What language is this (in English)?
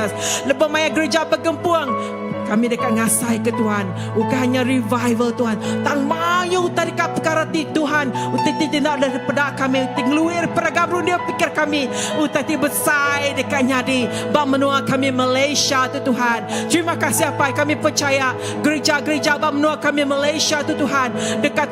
Iban